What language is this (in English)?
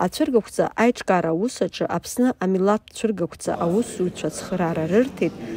Abkhazian